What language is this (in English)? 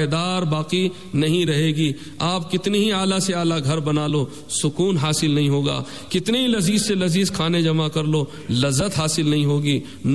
Urdu